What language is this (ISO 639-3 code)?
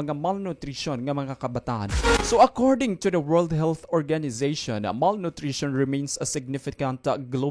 war